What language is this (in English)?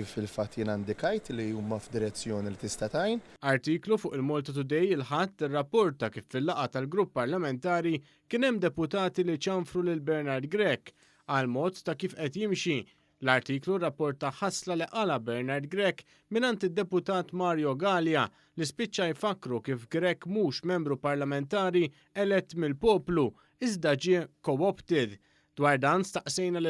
Maltese